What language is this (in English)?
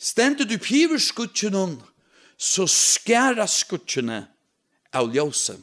Faroese